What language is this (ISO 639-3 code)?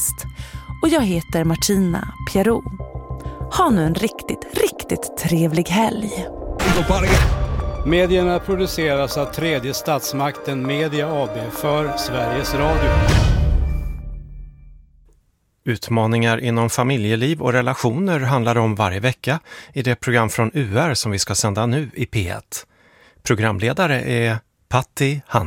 swe